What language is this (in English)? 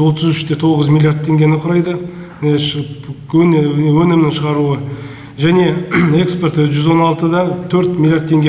Kazakh